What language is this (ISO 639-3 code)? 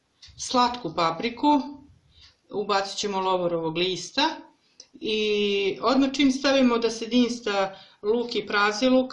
srp